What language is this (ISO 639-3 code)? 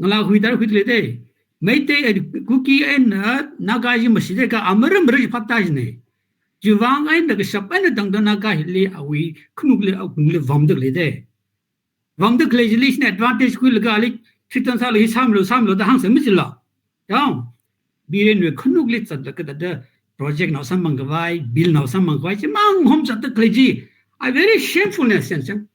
nmf